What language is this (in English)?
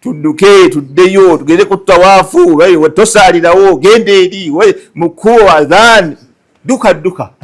Ganda